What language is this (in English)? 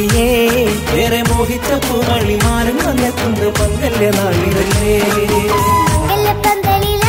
Malayalam